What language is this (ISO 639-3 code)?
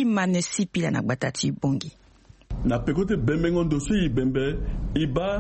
sag